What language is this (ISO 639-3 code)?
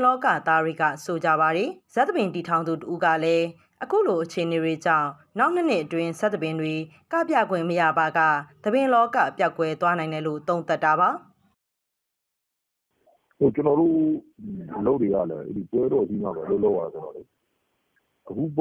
mya